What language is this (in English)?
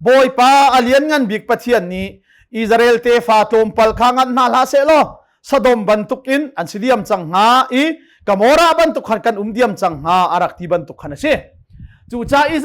Hakha Chin